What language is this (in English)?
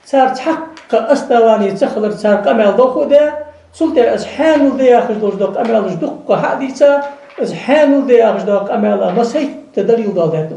Ingush